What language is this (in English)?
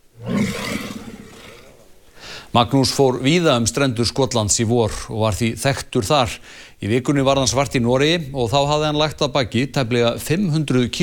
Icelandic